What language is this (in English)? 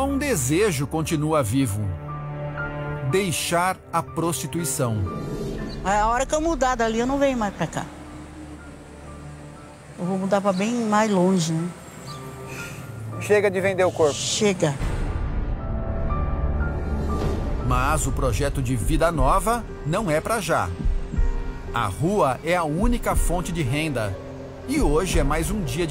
Portuguese